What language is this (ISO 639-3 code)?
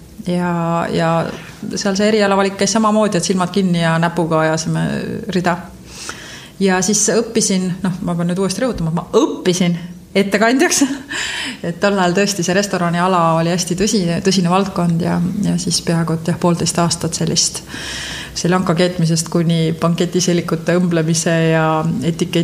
est